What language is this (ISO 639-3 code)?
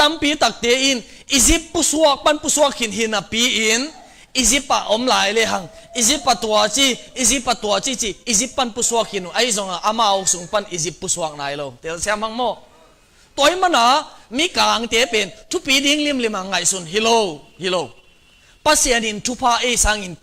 ctd